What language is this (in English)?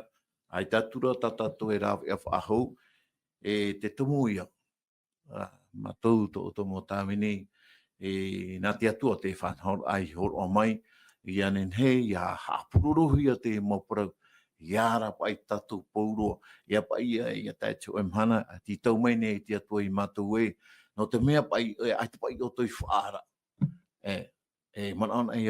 Tahitian